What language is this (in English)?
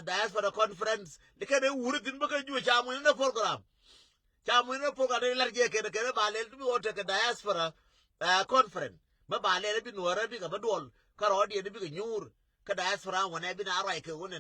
Nuer